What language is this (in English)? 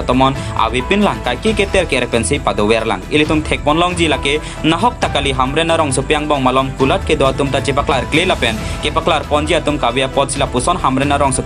Karbi